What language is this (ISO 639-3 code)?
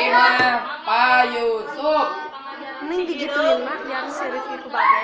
sun